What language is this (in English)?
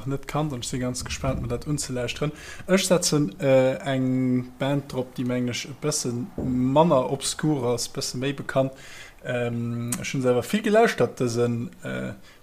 Luxembourgish